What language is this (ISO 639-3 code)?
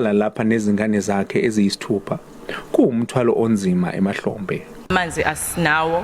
zul